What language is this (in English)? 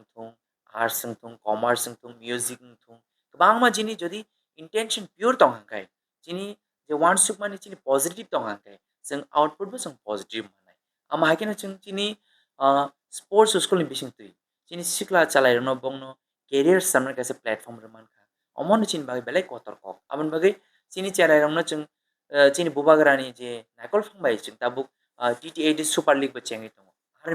Kok Borok